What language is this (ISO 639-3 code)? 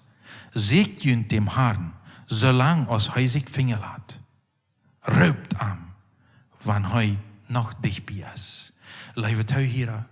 pdt